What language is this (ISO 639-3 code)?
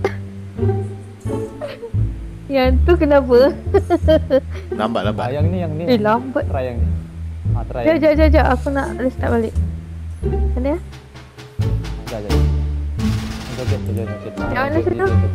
msa